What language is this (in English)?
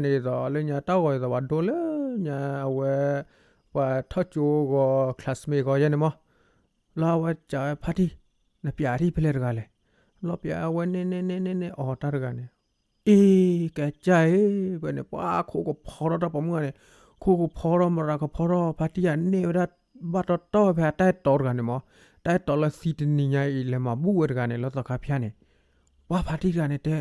S'gaw Karen